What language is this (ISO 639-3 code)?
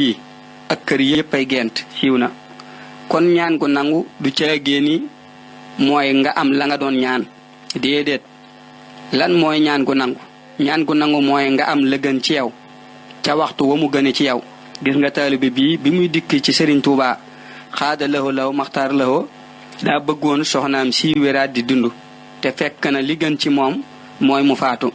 wol